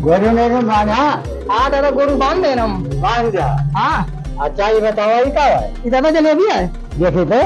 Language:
Awadhi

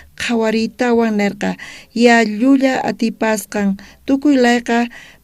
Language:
South Bolivian Quechua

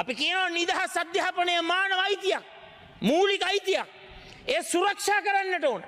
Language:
Sinhala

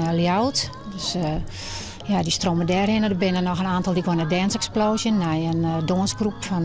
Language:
Western Frisian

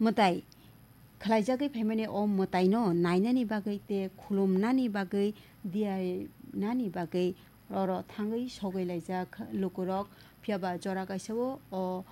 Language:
Kok Borok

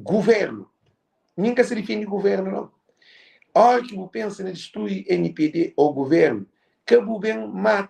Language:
Kabuverdianu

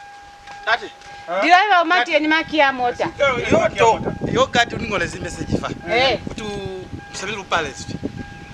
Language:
Lozi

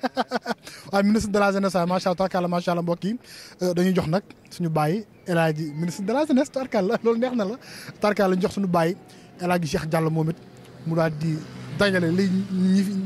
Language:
Wolof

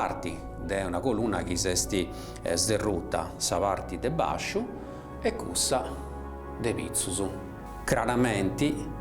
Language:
Sardinian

